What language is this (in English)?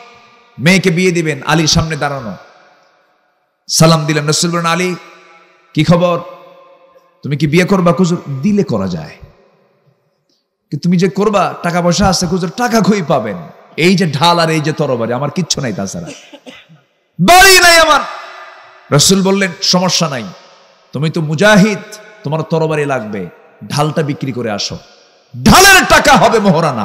Bangla